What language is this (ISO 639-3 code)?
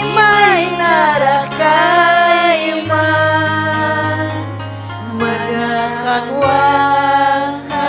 quy